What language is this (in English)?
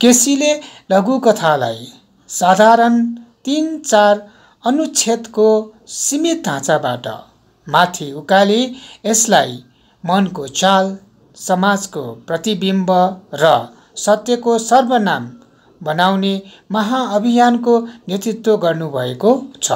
Nepali